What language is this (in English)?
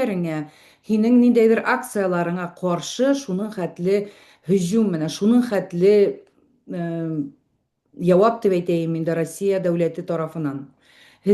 Bashkir